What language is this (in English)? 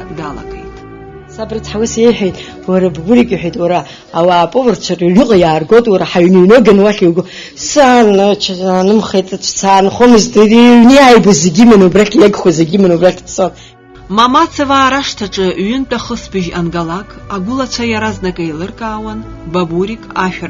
Abkhazian